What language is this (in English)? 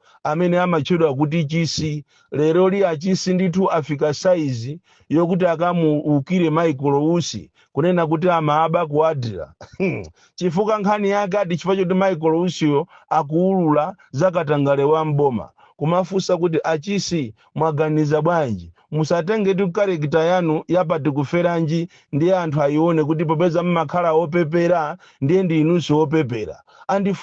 Nyanja